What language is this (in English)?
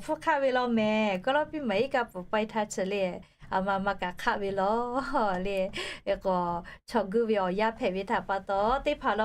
Lahu